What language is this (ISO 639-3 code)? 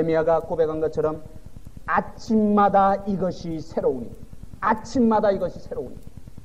kor